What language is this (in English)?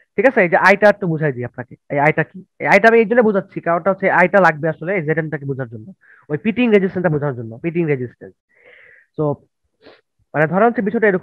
Bangla